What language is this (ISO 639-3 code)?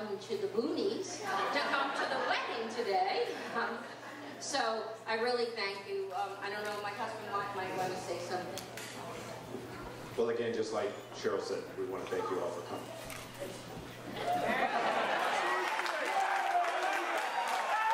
eng